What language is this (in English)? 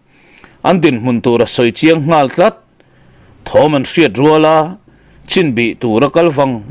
Mizo